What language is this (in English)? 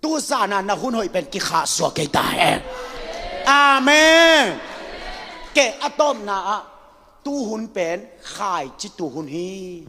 Tedim Chin